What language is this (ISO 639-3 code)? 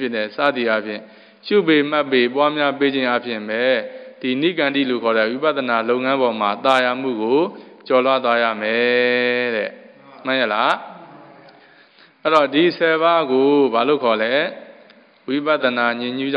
mya